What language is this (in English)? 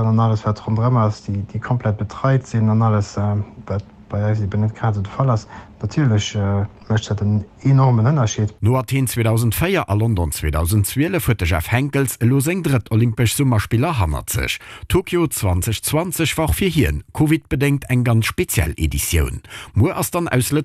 Luxembourgish